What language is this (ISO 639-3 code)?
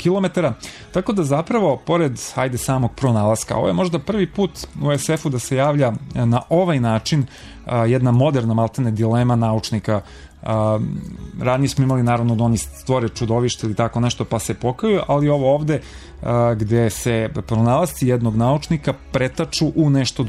srp